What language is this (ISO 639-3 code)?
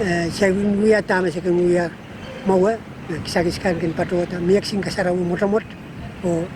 pon